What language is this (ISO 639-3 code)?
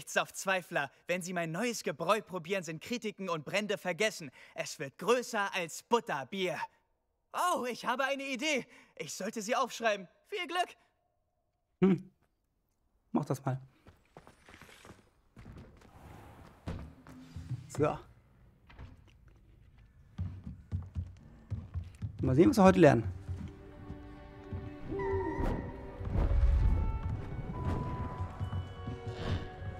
deu